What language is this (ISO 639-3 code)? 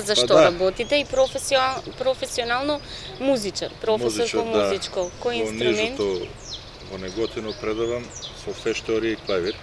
mkd